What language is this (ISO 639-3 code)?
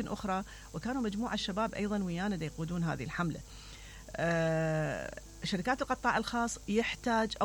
acm